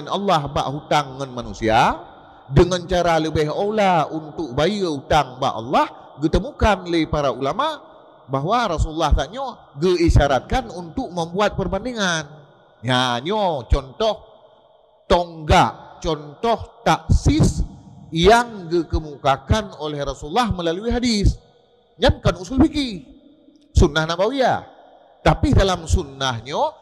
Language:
Achinese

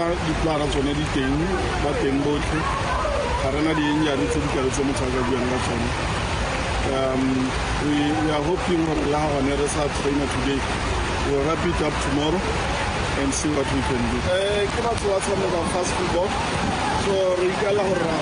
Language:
Tswana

